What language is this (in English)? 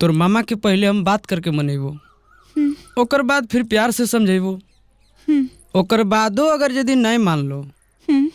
Magahi